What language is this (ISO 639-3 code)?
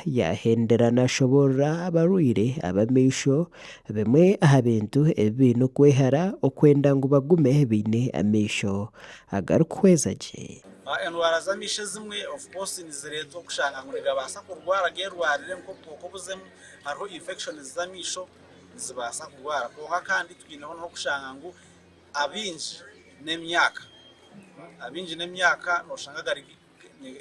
nyn